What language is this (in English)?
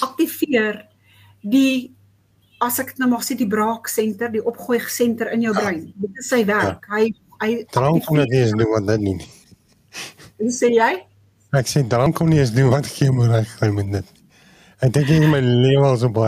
Afrikaans